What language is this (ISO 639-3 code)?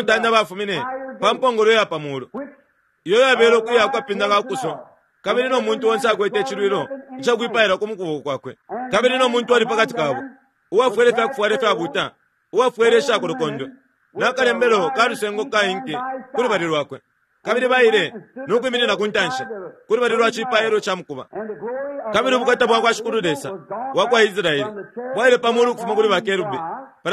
bem